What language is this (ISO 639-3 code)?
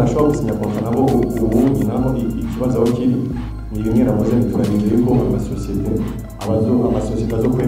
kin